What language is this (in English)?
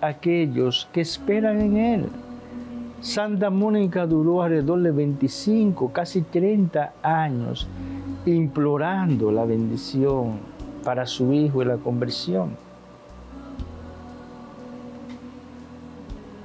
Spanish